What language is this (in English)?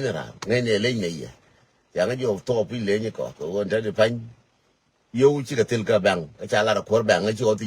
Nuer